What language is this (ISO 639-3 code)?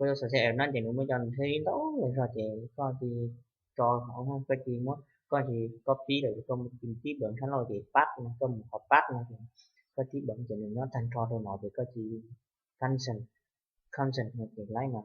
hmn